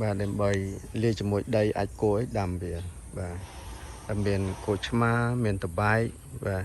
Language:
Khmer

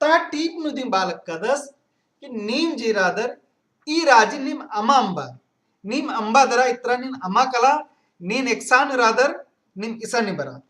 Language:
Kurukh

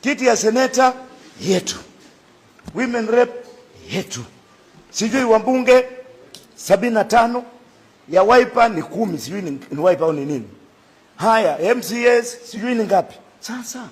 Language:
Swahili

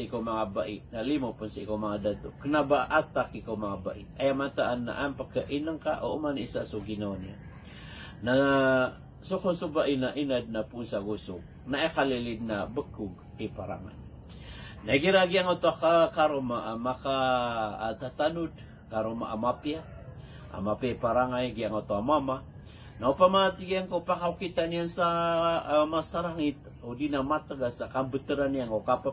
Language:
Maranao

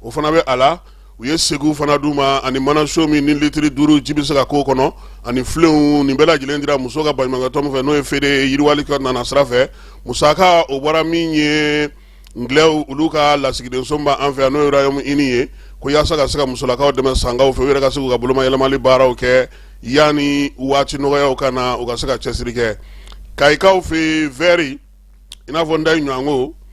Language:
Bambara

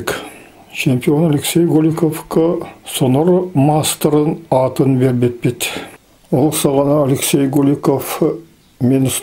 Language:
Yakut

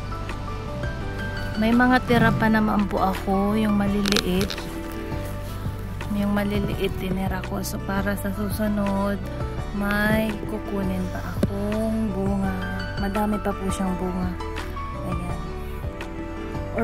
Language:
Filipino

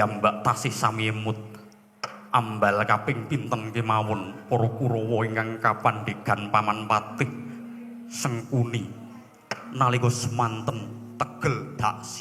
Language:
Javanese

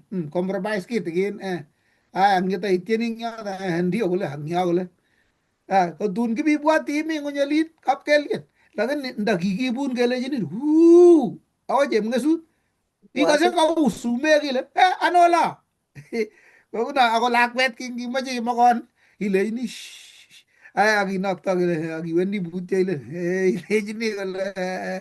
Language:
Kalenjin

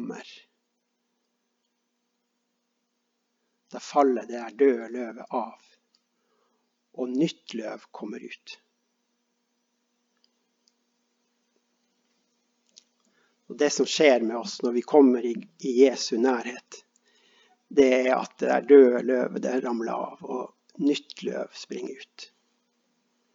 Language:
Norwegian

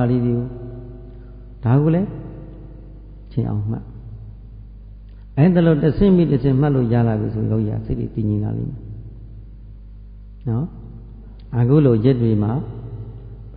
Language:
Burmese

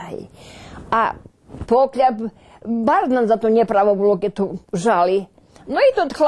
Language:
Rusyn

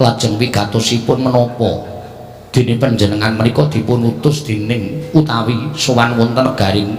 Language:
Javanese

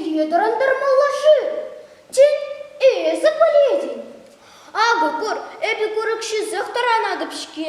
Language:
Chuvash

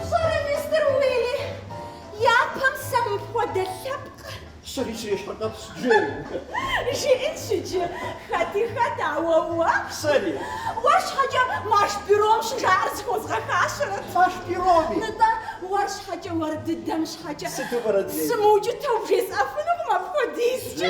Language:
Kabardian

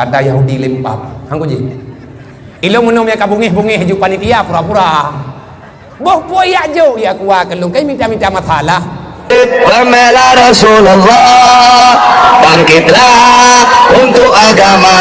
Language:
Achinese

